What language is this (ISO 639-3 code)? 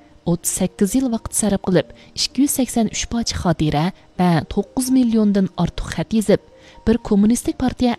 uig